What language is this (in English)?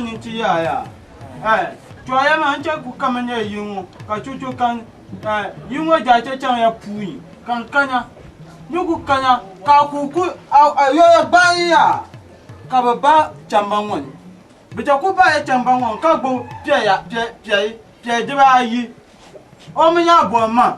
Dagbani